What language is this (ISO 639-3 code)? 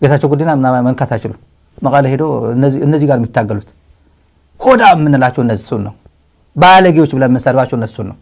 amh